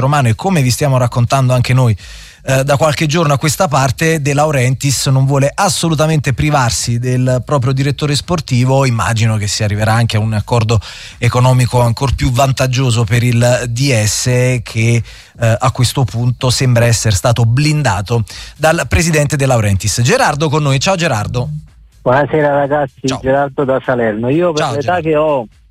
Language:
Italian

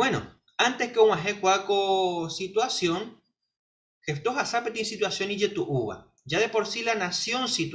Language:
Guarani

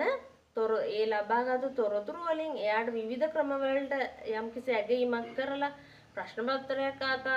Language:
Sinhala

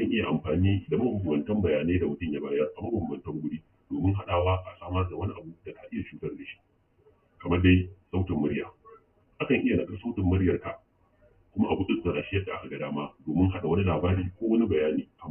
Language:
Hausa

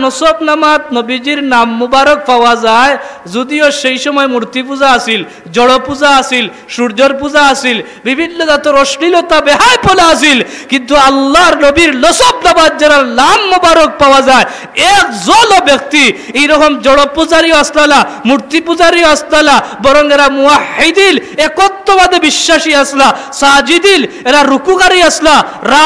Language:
Sylheti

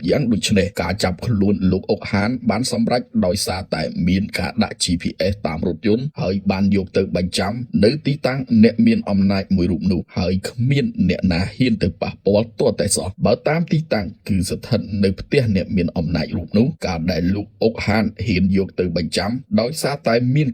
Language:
Khmer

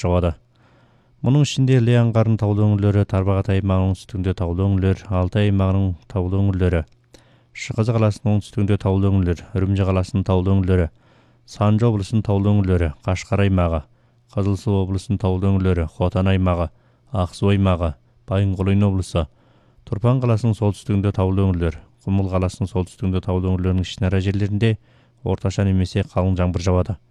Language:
Kazakh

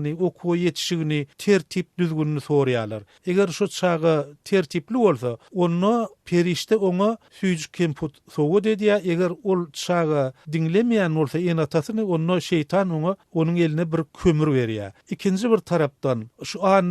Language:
Turkmen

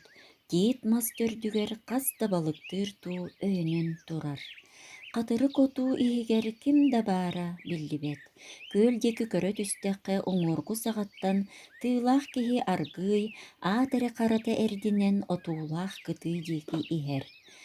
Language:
Yakut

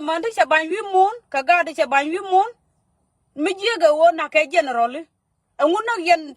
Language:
Nuer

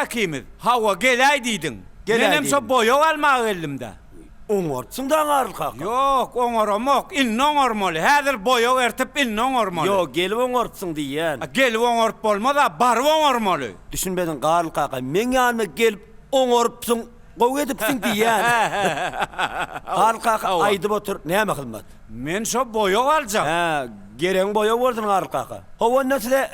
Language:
Turkmen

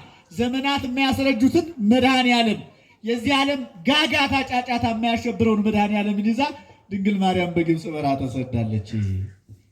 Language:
Amharic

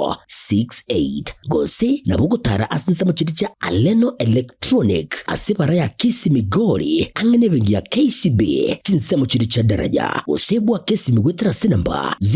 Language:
Gusii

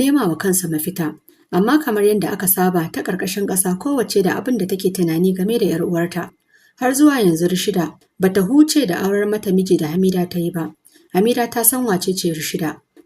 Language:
Hausa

